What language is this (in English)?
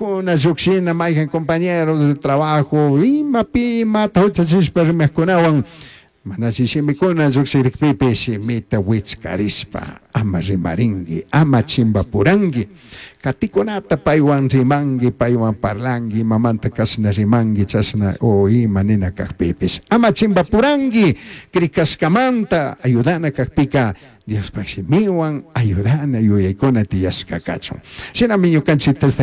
Chimborazo Highland Quichua